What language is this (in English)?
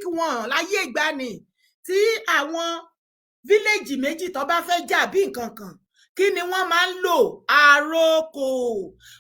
Yoruba